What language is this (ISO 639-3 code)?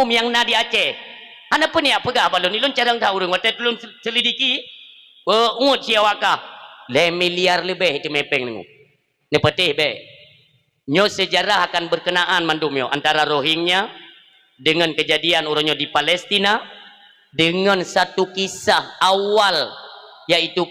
ace